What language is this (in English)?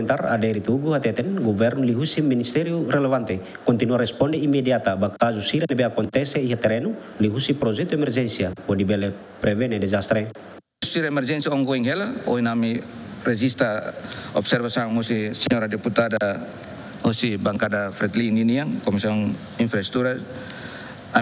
Tetum